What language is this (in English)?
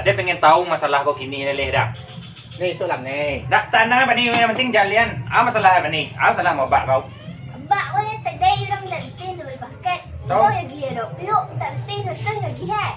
Minangkabau